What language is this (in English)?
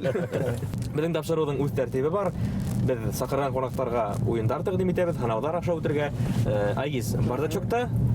Bashkir